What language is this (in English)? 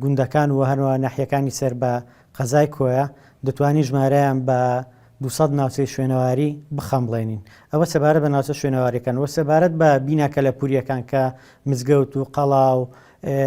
Central Kurdish